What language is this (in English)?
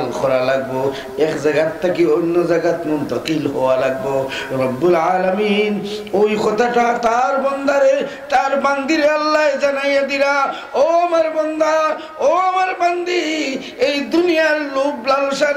Sylheti